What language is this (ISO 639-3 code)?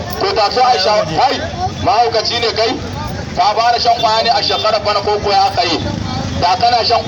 hau